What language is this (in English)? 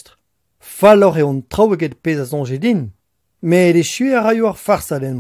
Breton